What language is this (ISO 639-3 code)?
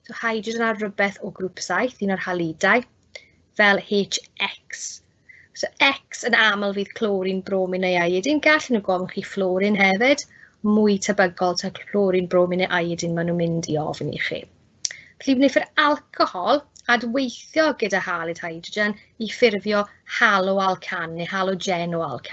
cym